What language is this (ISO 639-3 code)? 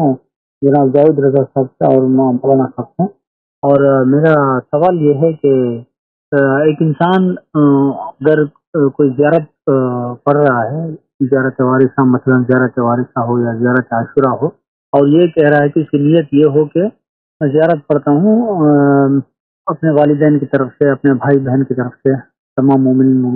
urd